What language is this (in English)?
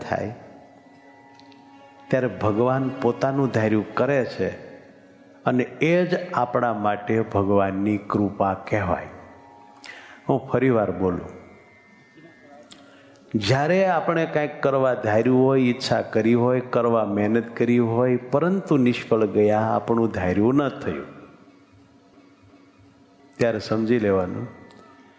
Gujarati